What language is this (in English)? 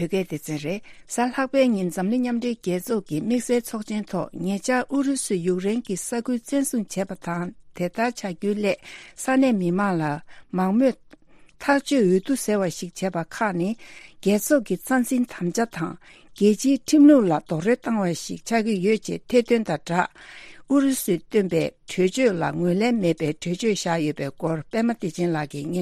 Tibetan